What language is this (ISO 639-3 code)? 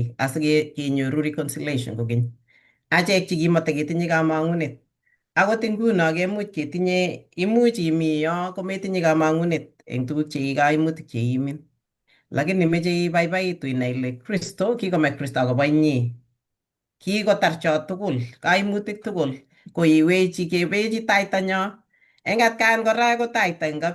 kln